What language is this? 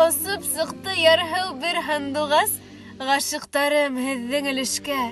Bashkir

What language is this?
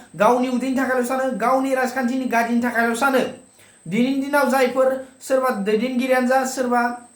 Bodo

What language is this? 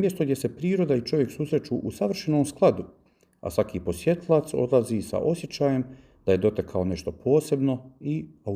Bosnian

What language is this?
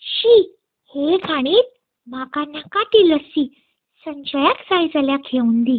Konkani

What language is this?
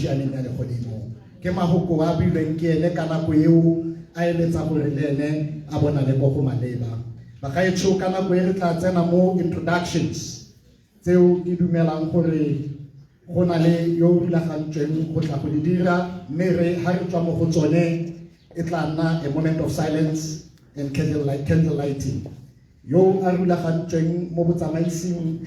Tswana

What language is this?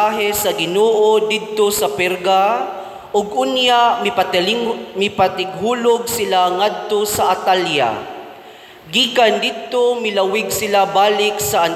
Cebuano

